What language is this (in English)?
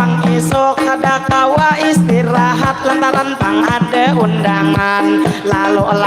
Banjar